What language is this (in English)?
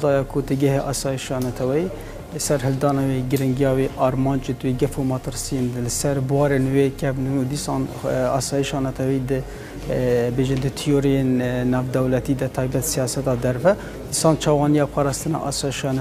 Kurdish